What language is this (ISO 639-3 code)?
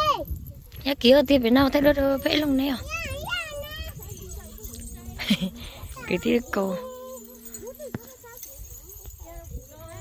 vie